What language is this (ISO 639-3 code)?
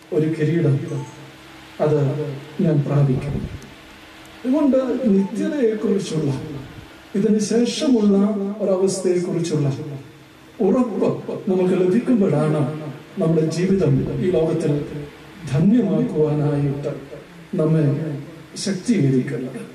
mal